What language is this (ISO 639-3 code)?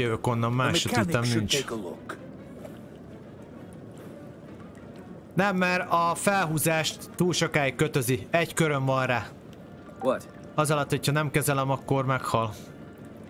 hun